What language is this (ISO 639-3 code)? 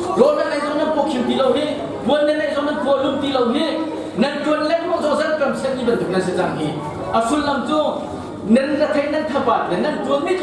cnh